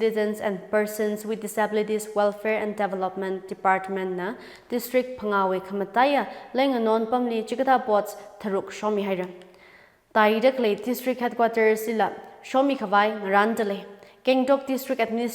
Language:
Tangkhul Naga (India)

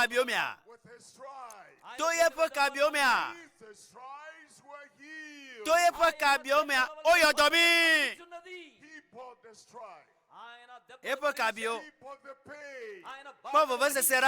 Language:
Ewe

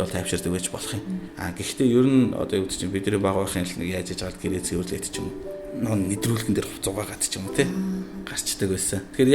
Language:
Mongolian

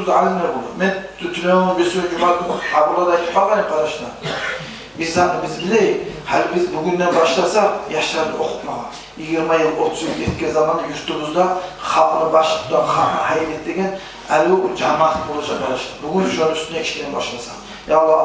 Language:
Kumyk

